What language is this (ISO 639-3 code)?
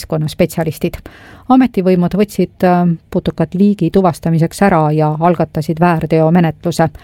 est